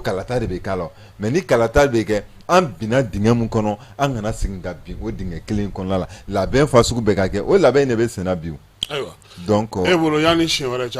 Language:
Bambara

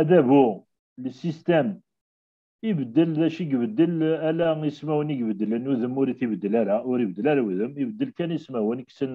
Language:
Kabyle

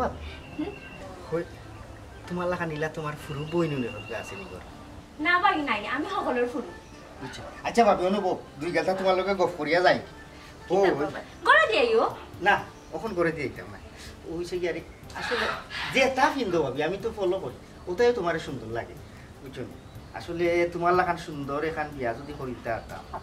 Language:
Sylheti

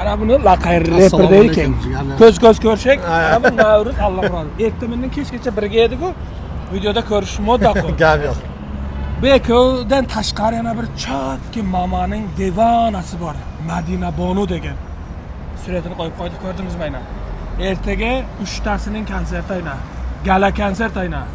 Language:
Uzbek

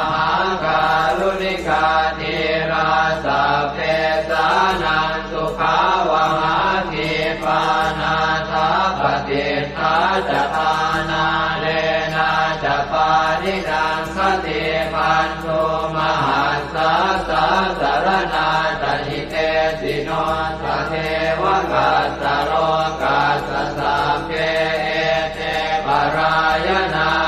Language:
Pali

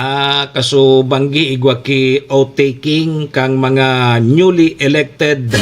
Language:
Bikol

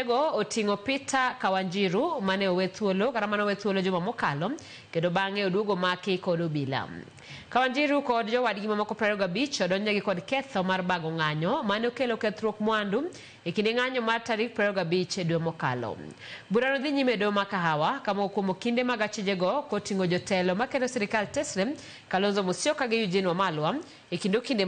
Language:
Luo (Kenya and Tanzania)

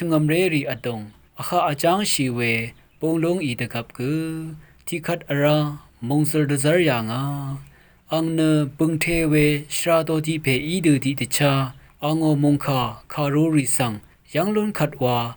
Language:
Rawang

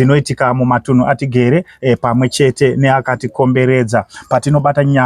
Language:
Shona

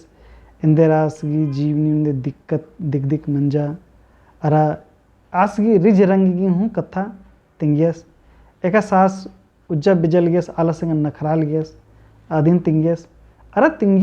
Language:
Kurukh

